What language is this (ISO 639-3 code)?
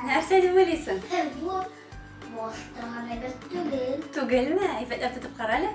tat